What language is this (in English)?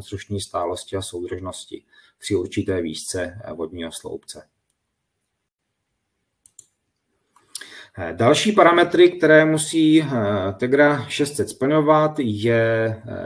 Czech